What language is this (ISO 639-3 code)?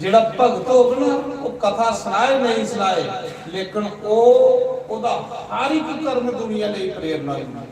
doi